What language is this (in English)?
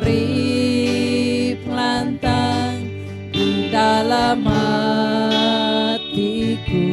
Iban